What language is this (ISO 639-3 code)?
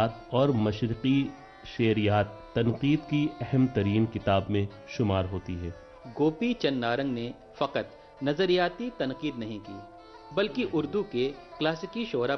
urd